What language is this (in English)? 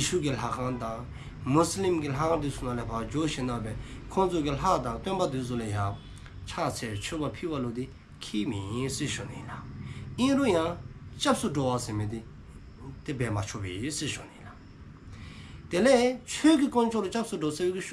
Dzongkha